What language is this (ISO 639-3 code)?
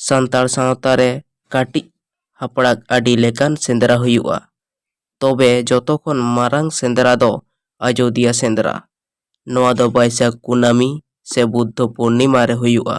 sat